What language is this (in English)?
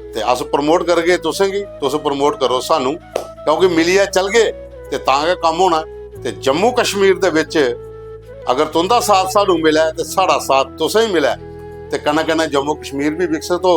Dogri